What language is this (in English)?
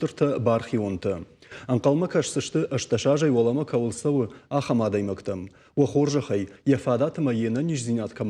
Ossetic